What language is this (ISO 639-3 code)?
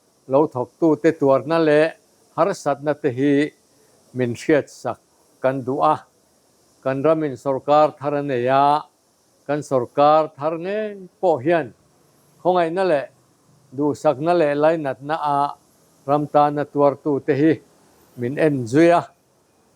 lus